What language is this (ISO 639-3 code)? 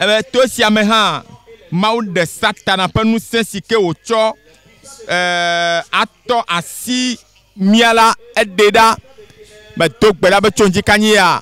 ewe